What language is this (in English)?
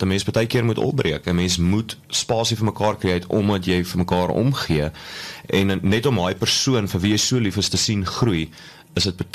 Afrikaans